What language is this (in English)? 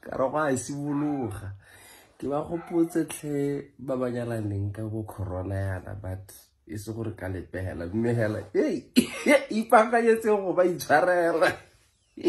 Tswana